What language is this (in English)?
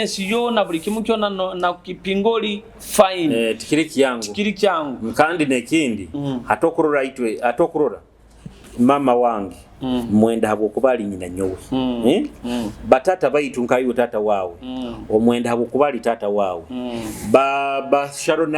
Nyoro